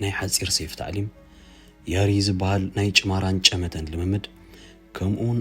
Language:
Tigrinya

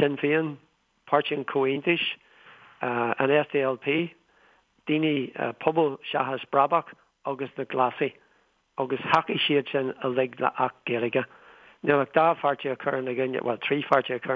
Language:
Irish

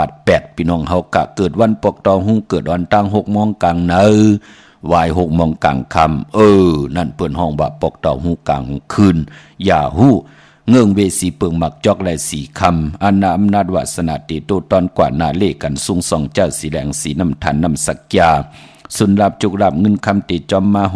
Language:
Shan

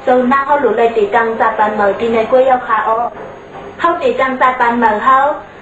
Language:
Shan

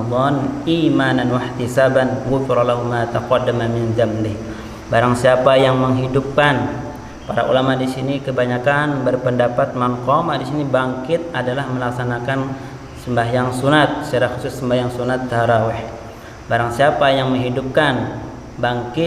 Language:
Banjar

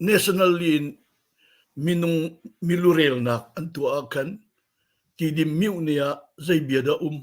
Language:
Hakha Chin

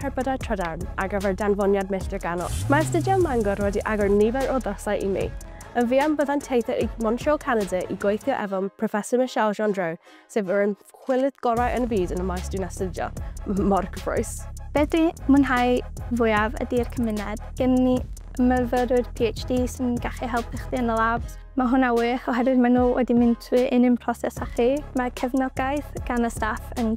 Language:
Welsh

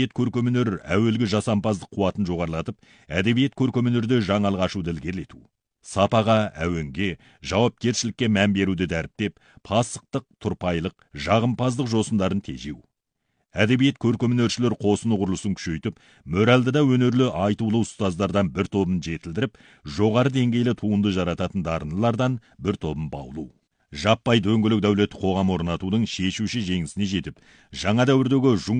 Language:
Kazakh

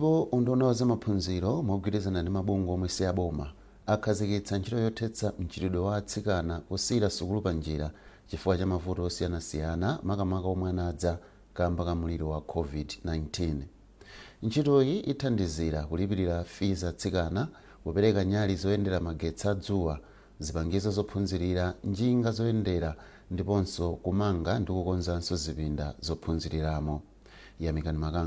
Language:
Nyanja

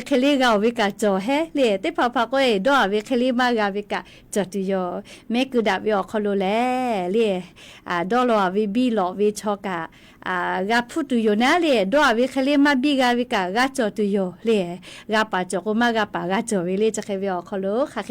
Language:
Lahu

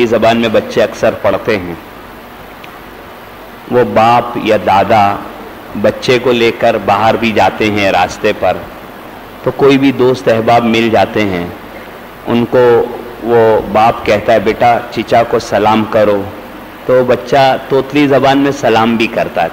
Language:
Urdu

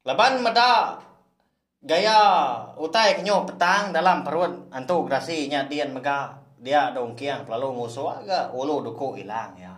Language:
Iban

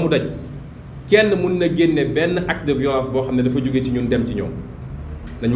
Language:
Wolof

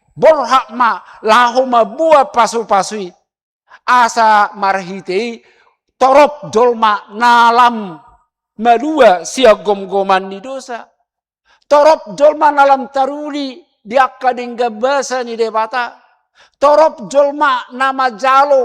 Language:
Batak Toba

